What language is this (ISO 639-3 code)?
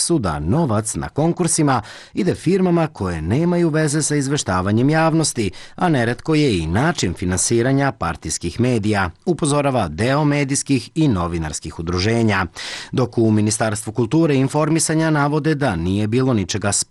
srp